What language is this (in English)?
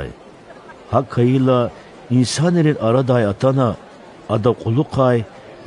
Lezghian